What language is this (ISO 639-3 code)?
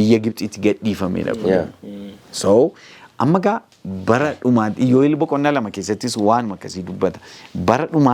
orm